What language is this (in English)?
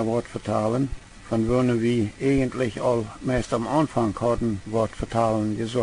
Plautdietsch